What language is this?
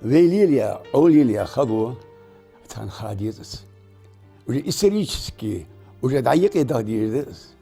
Ingush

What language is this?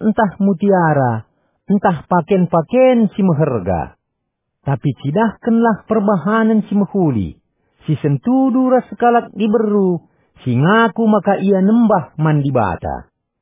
Batak Karo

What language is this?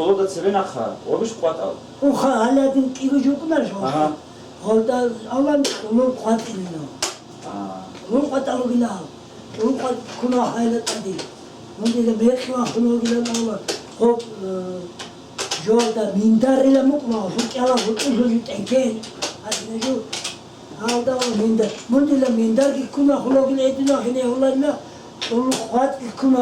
Avaric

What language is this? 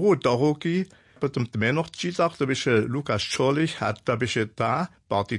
Upper Sorbian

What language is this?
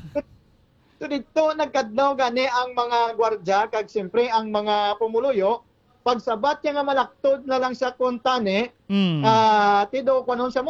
Hiligaynon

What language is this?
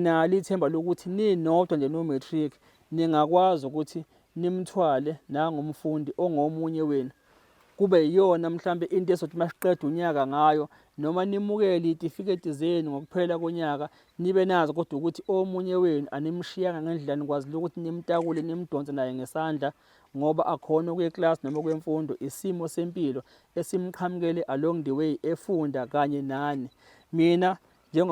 Zulu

